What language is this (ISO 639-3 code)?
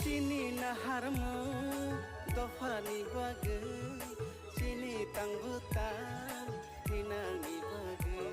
trp